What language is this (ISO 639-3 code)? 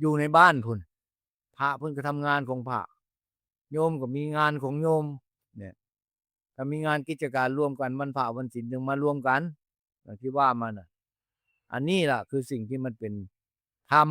tts